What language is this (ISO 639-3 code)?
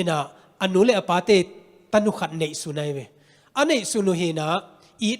ctd